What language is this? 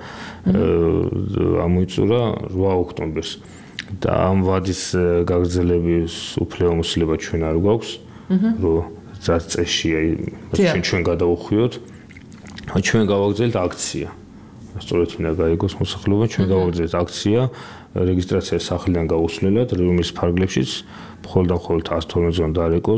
Georgian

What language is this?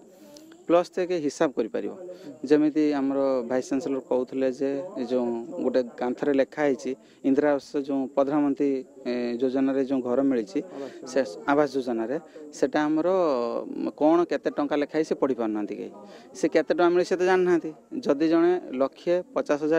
Odia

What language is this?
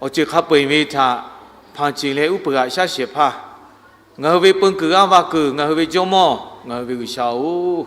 Lahu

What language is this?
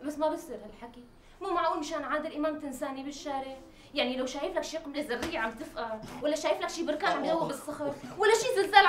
North Levantine Arabic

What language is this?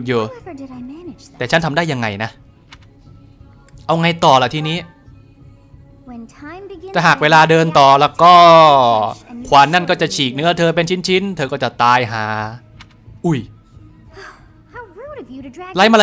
Thai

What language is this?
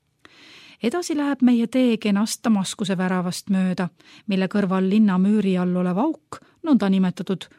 Estonian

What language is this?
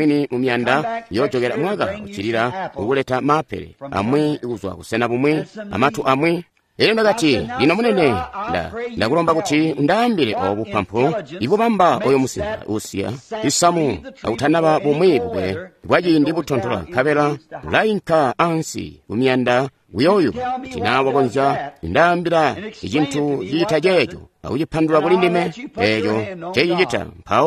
Tonga (Zambia)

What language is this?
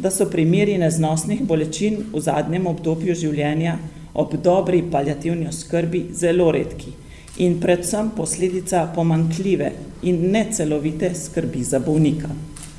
Slovenian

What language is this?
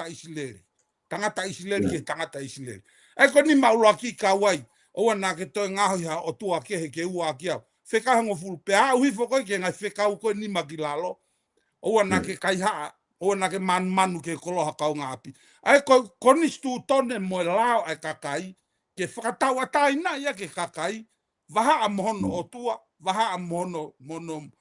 Tongan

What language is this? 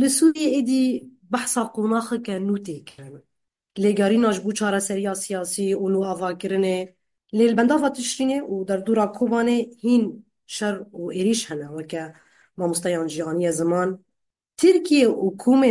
Kurdish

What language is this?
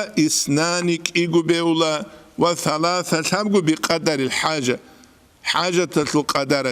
Avaric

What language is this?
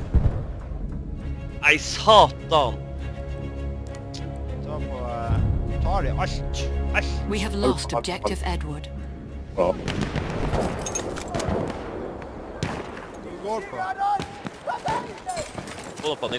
Norwegian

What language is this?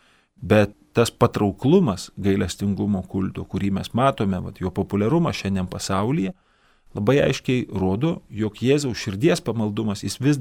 Lithuanian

